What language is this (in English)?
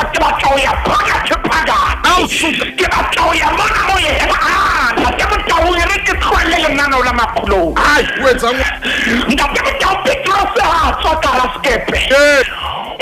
Southern Sotho